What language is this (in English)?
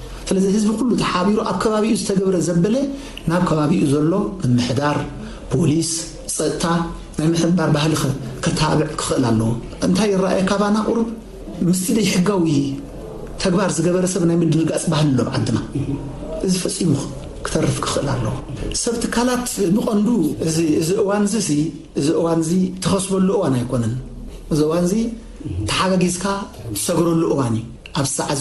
Tigrinya